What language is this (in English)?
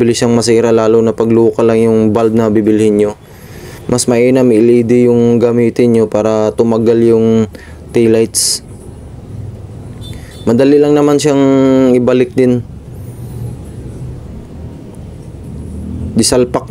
Filipino